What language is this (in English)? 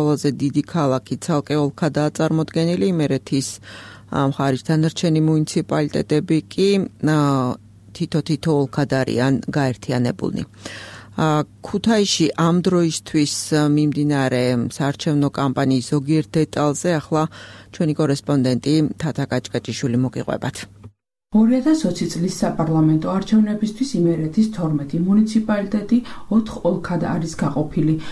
Georgian